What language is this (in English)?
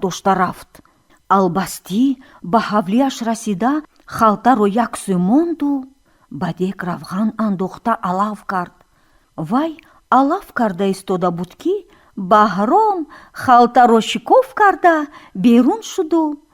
Tajik